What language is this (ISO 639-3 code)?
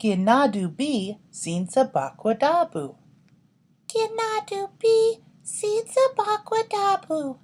ciw